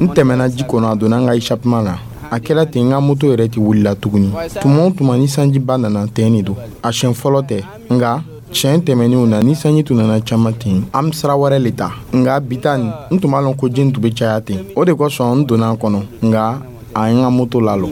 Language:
Dyula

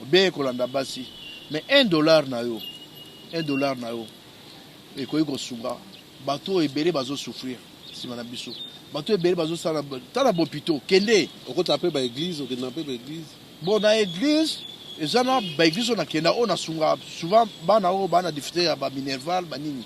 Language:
Lingala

